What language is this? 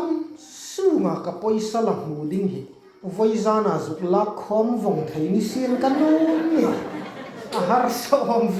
Hmar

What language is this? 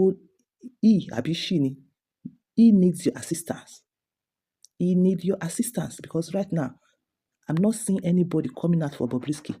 Yoruba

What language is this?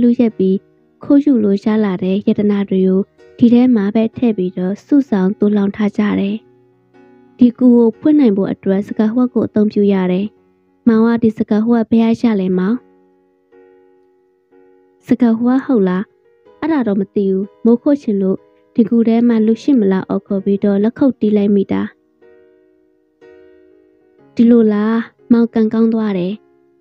Burmese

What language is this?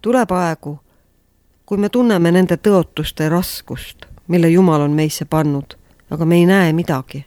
Estonian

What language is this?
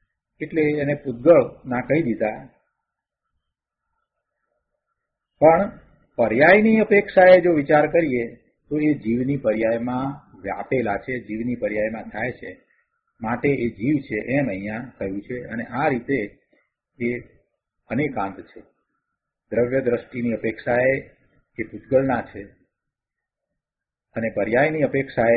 Gujarati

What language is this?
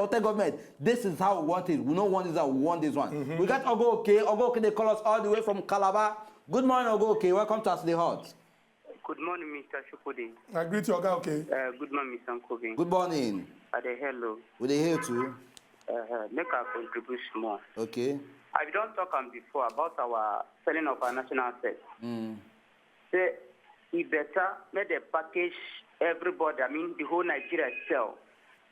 Nigerian Pidgin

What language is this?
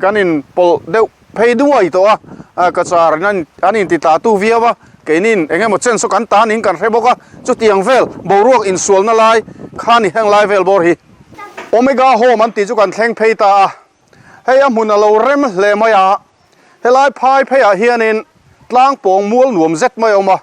Mizo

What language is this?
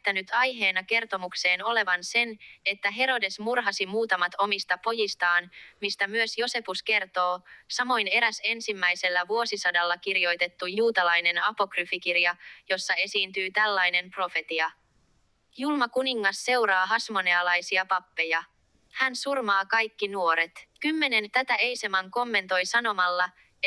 Finnish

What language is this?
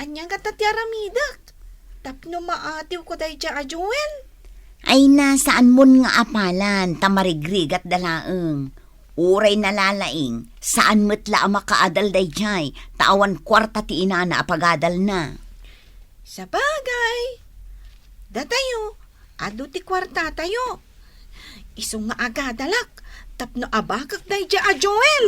Iloko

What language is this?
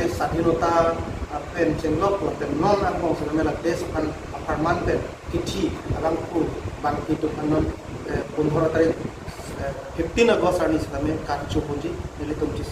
Karbi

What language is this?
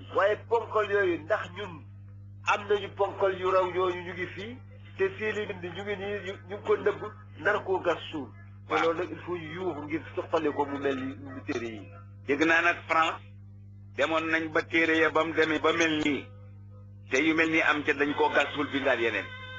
Wolof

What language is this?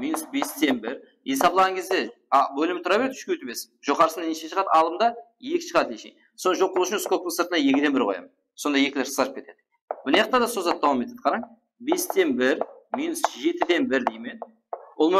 Kara-Kalpak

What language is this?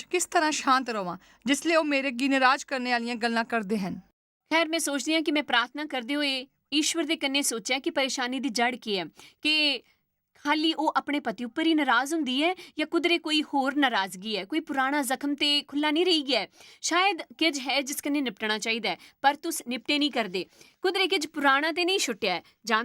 Dogri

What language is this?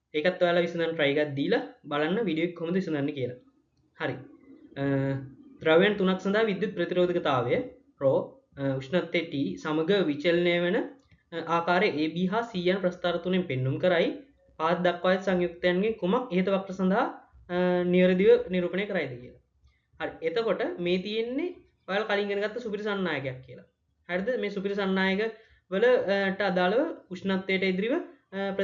Sinhala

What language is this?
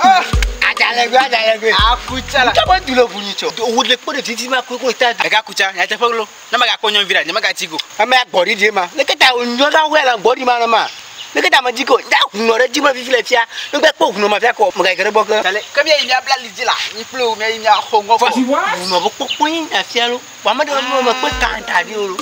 Ewe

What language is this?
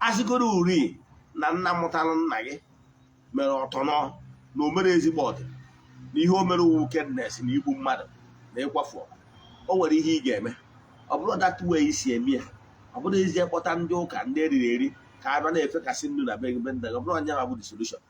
Igbo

